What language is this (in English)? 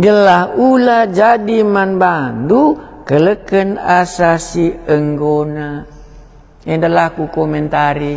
Batak Karo